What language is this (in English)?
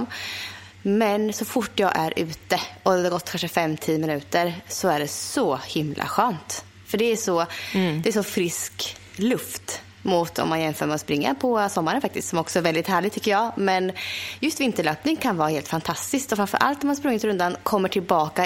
Swedish